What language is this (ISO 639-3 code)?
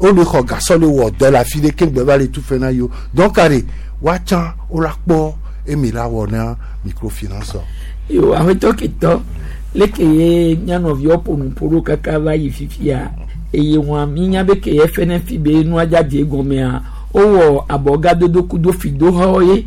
gej